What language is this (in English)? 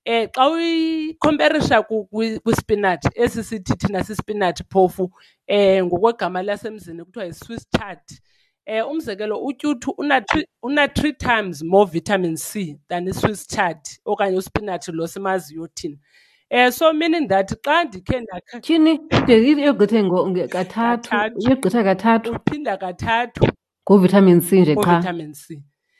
Xhosa